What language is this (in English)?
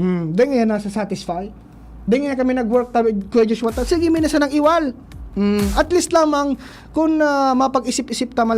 Bikol